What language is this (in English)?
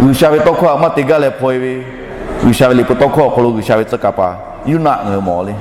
Lahu